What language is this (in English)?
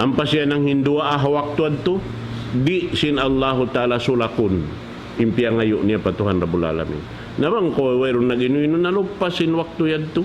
Tausug